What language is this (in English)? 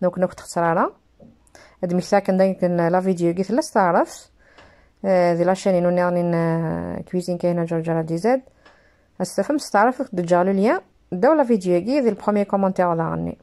Kabyle